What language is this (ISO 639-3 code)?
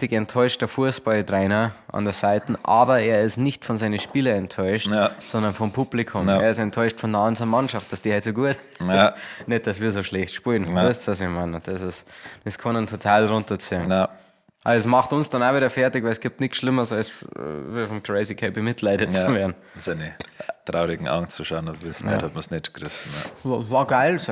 bar